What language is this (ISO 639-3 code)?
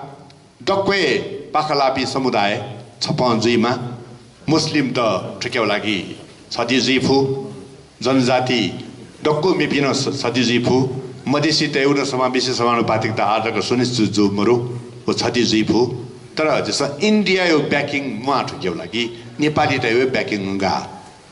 new